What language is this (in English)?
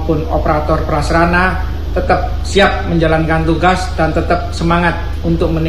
Indonesian